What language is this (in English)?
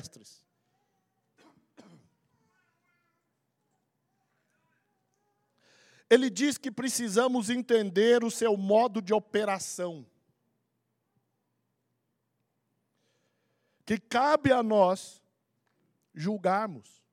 Portuguese